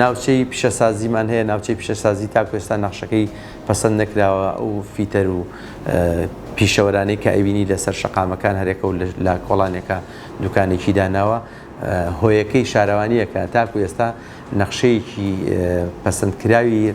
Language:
Central Kurdish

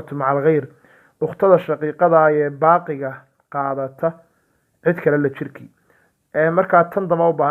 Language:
Somali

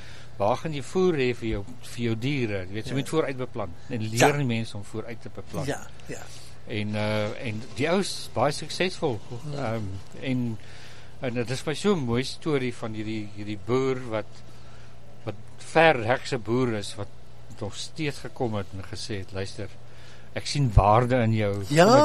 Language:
Afrikaans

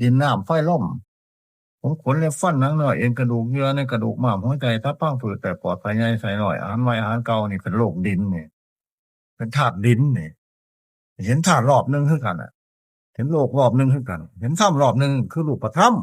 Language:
Northeastern Thai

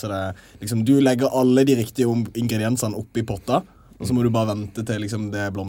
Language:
Norwegian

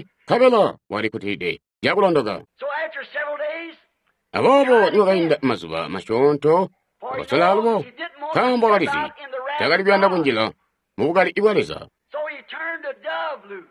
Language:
Tonga (Zambia)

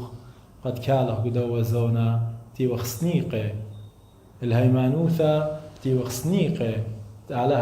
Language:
Assyrian Neo-Aramaic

